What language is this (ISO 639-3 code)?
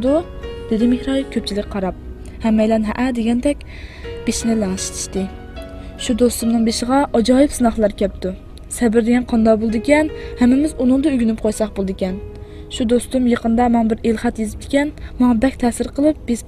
uig